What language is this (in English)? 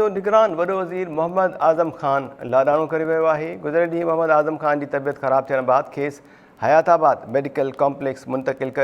Sindhi